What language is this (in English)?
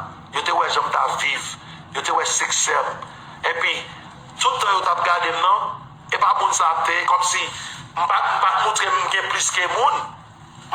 Haitian Creole